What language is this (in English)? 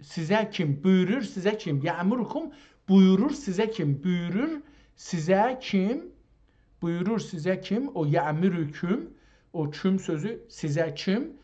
South Azerbaijani